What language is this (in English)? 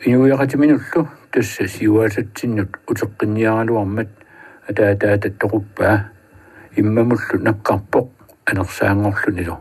Kalaallisut